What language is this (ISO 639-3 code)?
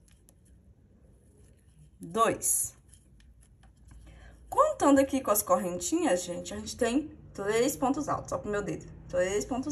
por